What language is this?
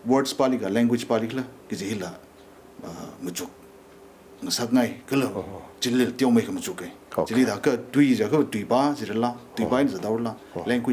Tangkhul Naga (India)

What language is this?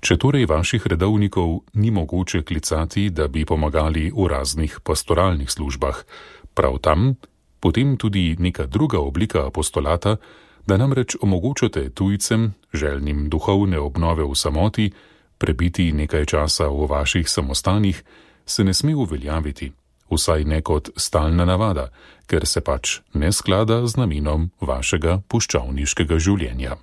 Slovenian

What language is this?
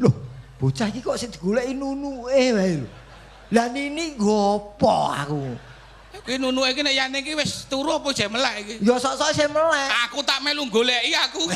Javanese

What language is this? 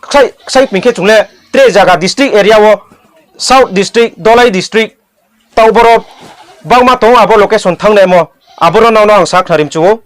Riang (India)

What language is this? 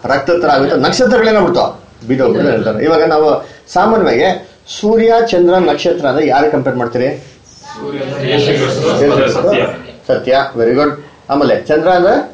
Kannada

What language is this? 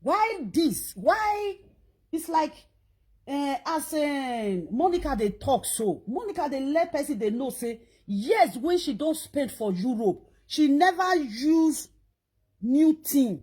Nigerian Pidgin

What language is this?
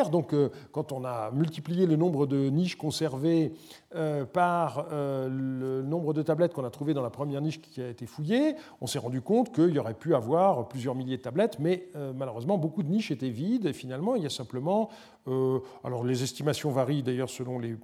French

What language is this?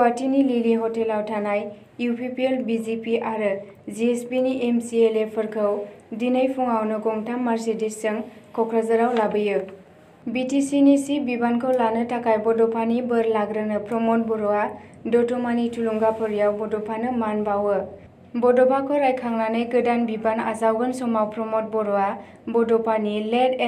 Bodo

